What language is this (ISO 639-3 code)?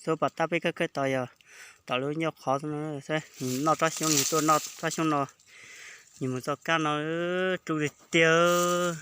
hmn